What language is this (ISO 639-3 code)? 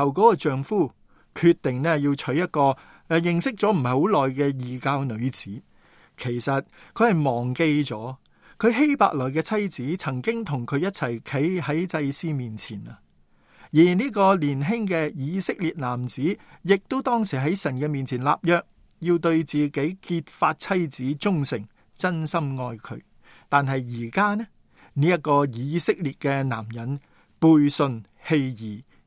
yue